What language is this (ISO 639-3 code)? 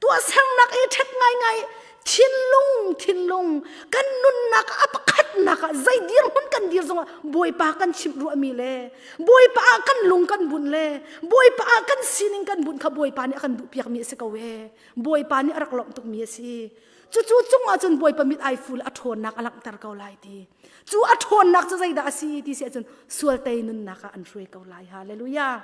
cnh